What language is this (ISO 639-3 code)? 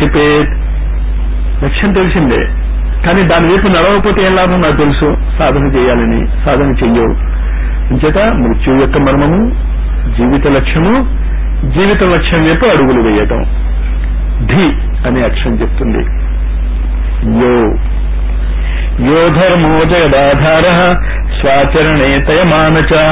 tel